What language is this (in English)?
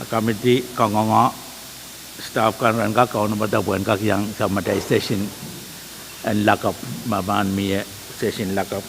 Pohnpeian